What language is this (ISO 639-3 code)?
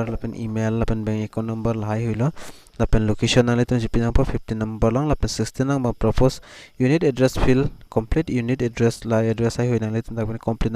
mjw